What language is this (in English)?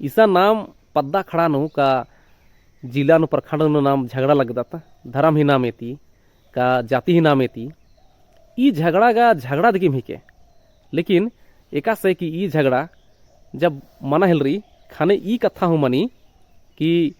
Kurukh